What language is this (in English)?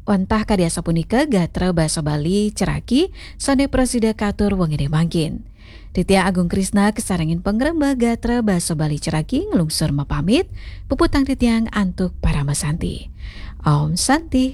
Balinese